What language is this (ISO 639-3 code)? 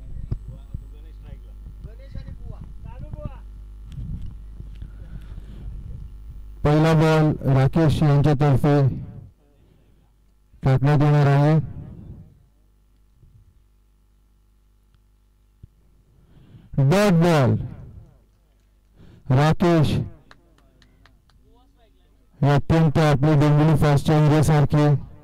mar